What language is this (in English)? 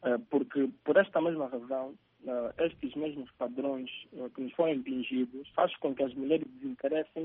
Portuguese